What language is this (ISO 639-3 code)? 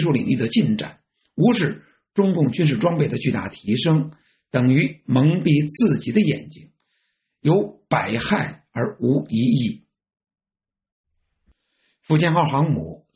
zho